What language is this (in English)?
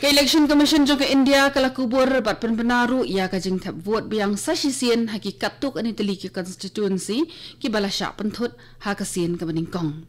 Khasi